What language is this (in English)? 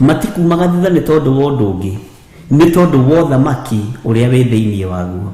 Kikuyu